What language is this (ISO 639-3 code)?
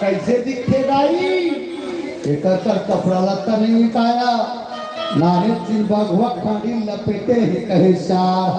hne